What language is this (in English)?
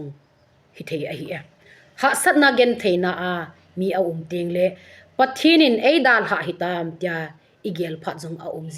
Thado Chin